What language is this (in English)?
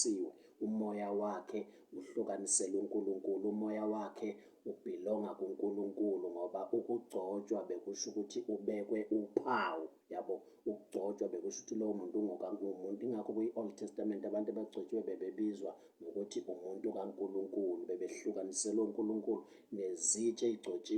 Zulu